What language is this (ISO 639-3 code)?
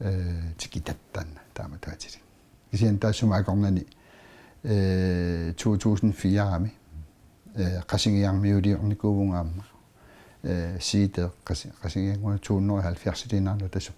kal